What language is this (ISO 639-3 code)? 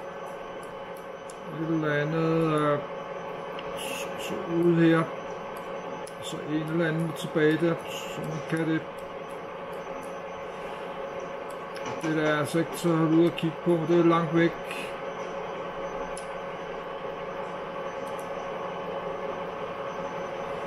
dan